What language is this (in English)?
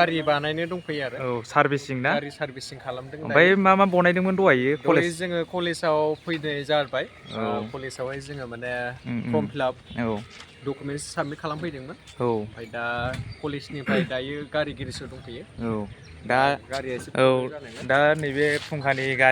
Bodo